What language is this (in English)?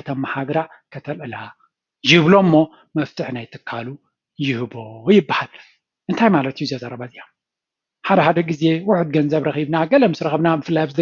Tigrinya